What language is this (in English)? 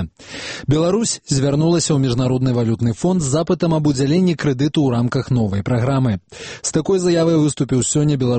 Belarusian